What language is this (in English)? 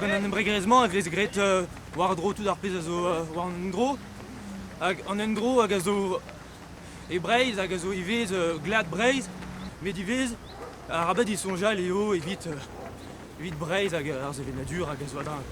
Breton